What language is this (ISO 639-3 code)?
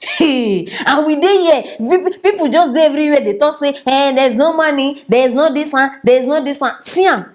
pcm